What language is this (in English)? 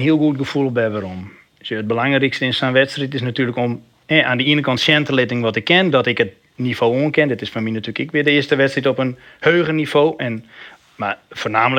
Western Frisian